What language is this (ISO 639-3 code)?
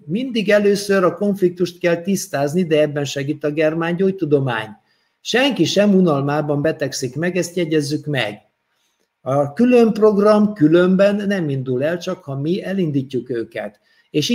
hun